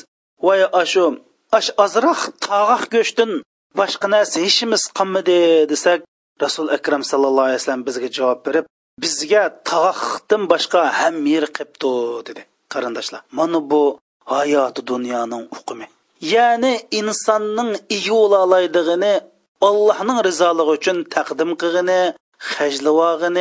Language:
Uyghur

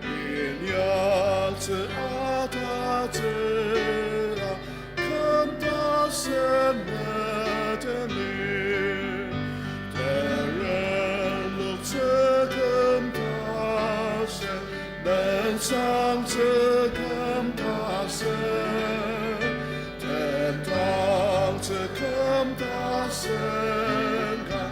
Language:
Ao Naga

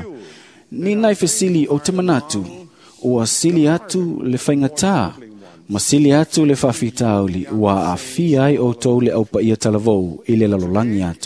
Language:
Samoan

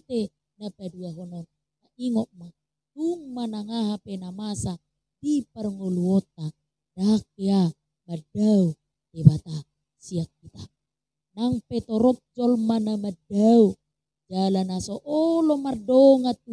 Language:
Batak Toba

